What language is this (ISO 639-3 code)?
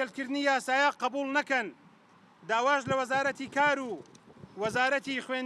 ckb